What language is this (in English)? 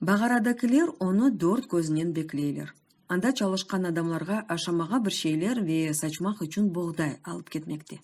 Crimean Tatar